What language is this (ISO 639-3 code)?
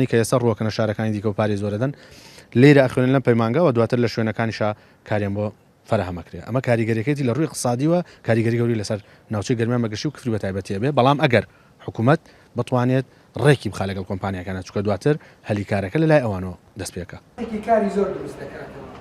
ckb